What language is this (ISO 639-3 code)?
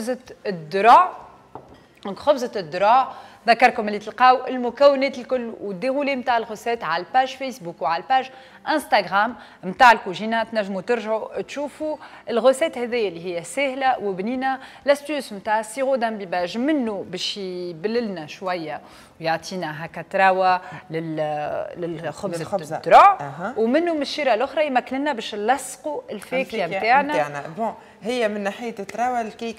aeb